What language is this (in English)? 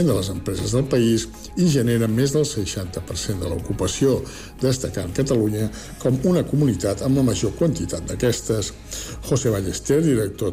Catalan